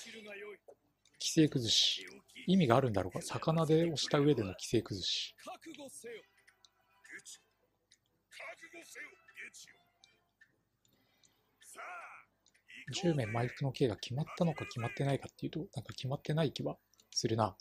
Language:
Japanese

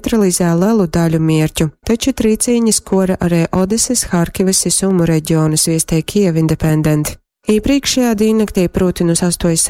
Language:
Latgalian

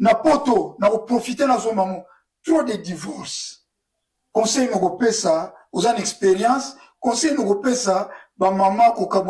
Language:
Lingala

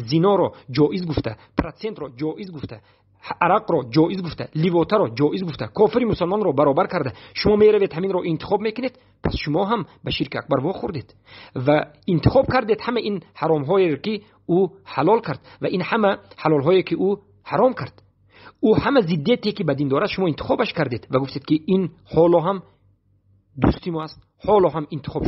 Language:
Persian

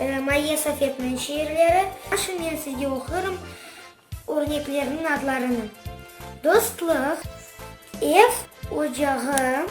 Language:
Crimean Tatar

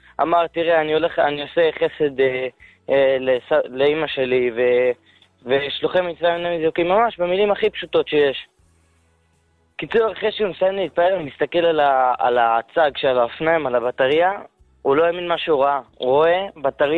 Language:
Hebrew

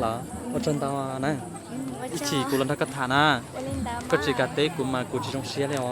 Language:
Hmong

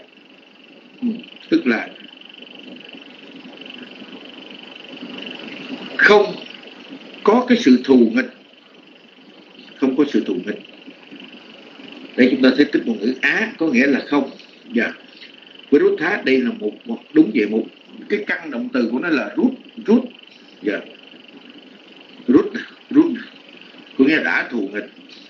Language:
Vietnamese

